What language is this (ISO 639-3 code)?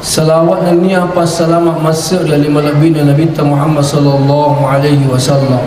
bug